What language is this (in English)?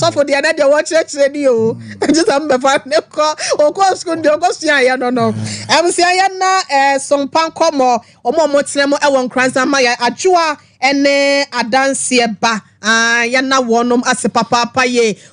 Akan